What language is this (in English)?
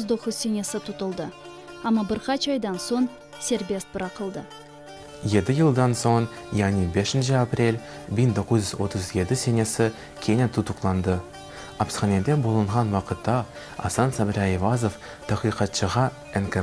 Crimean Tatar